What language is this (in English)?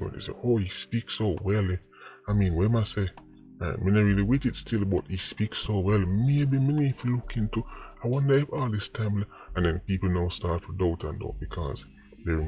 Jamaican Creole English